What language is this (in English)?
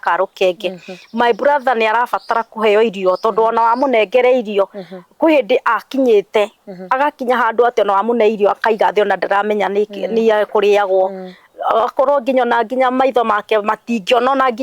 Kikuyu